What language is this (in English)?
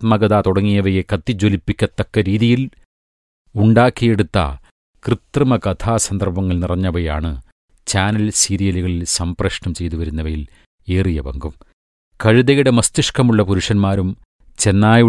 Malayalam